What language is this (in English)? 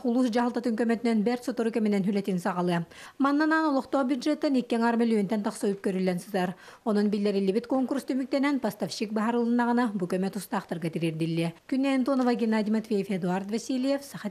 Yakut